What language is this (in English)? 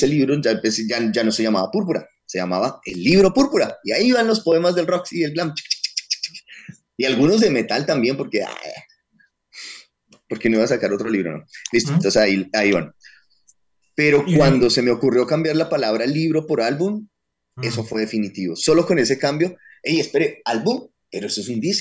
Spanish